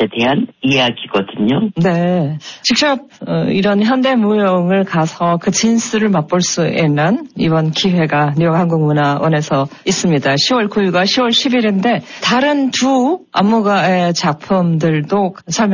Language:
Korean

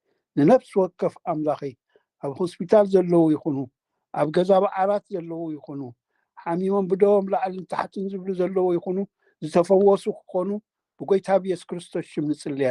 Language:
Tigrinya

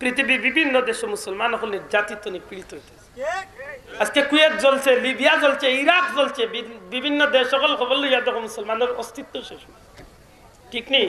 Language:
Sylheti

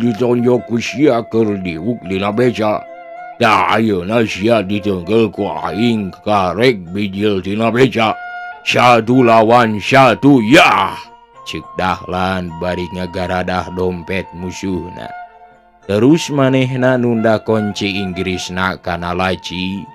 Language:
Sundanese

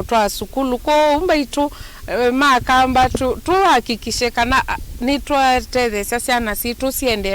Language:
Kamba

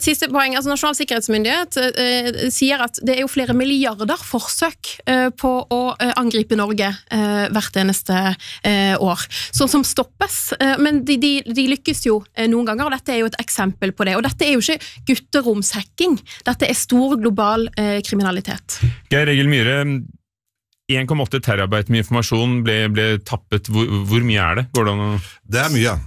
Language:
Norwegian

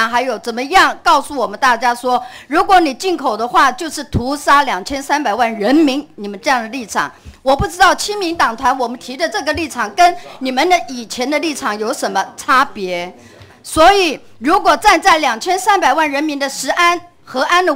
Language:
Chinese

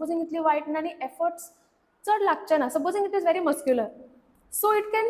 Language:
Konkani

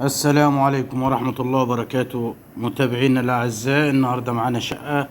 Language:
Egyptian Arabic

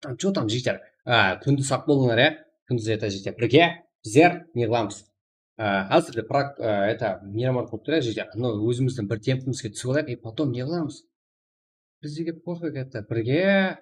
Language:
Kara-Kalpak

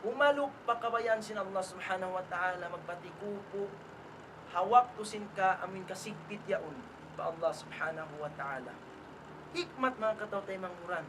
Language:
Tausug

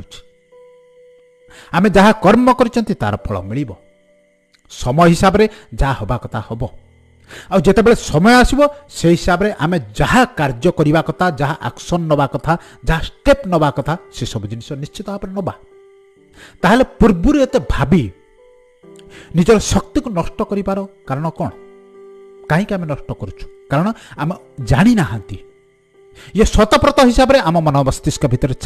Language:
Odia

